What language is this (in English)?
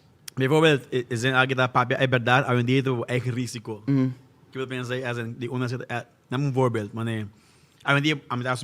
Papiamento